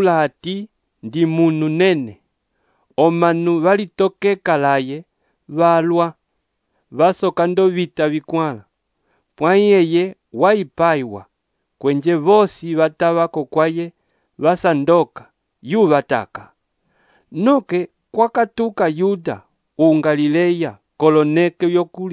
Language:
Umbundu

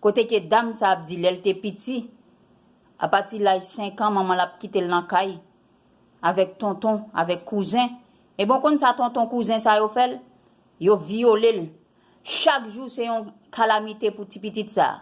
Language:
Haitian Creole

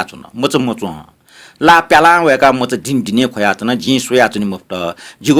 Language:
Newari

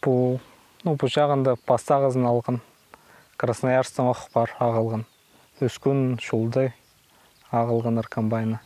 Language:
Khakas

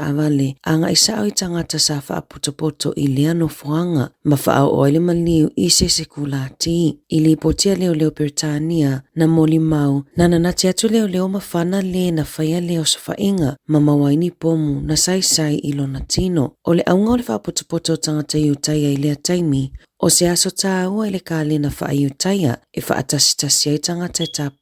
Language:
Samoan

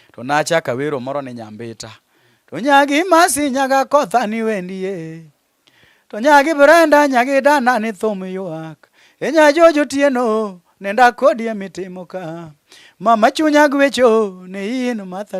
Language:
Luo (Kenya and Tanzania)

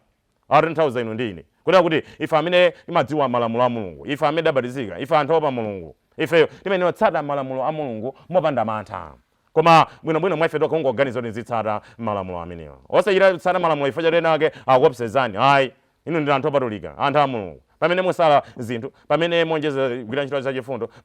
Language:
Nyanja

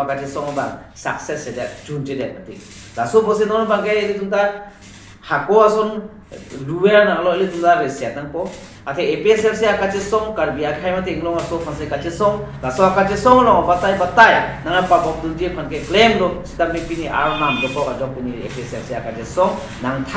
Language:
Karbi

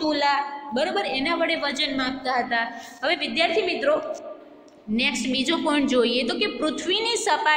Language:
Gujarati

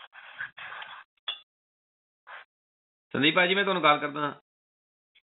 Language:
Punjabi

